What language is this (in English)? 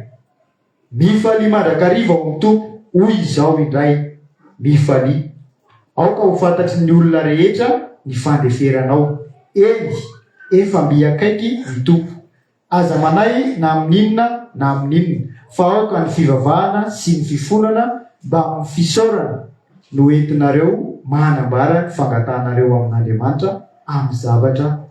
Malagasy